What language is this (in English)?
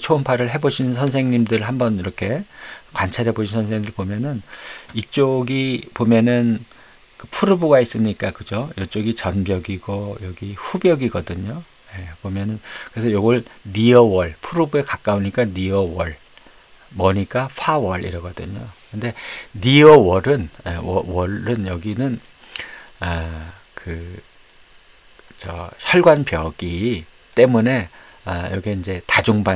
Korean